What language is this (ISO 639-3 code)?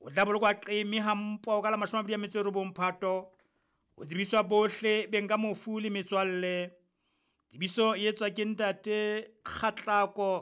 sot